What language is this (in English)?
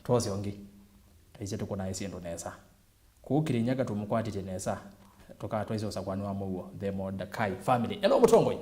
Kamba